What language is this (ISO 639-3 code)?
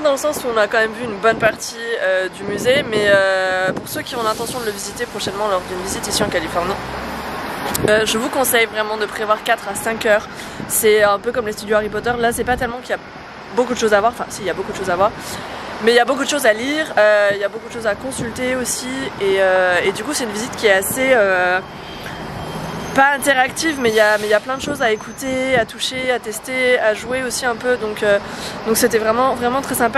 fra